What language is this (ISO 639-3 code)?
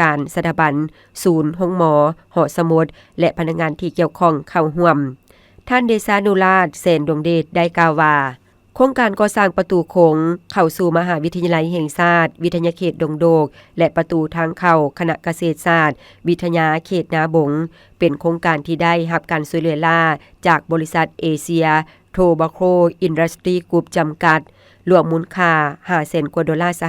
lao